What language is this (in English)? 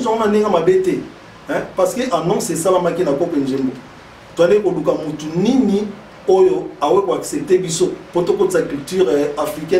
Lingala